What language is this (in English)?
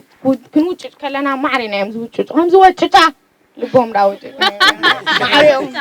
Tigrinya